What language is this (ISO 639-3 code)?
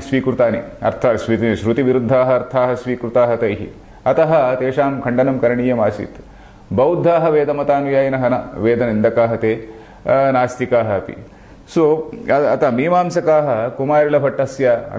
san